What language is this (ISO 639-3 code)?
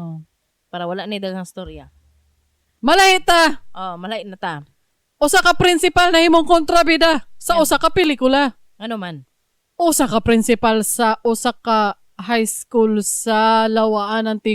ceb